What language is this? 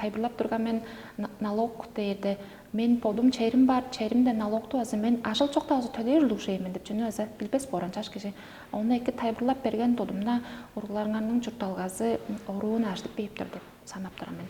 Tuvinian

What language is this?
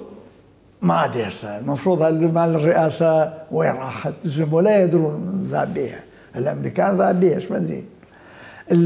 Mesopotamian Arabic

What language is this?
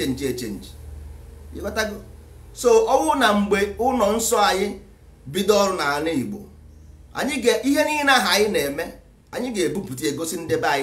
Igbo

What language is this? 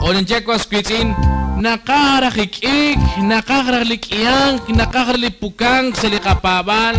Kekchí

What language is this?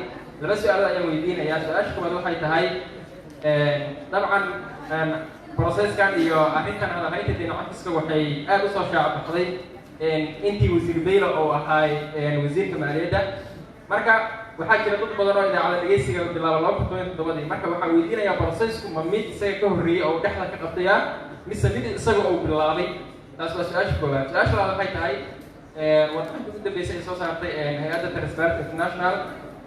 Somali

